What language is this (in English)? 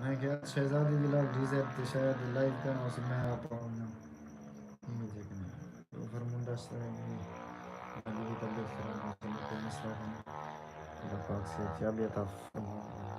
Saraiki